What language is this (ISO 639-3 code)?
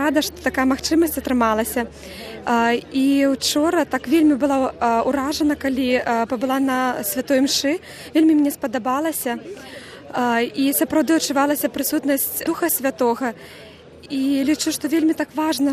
bel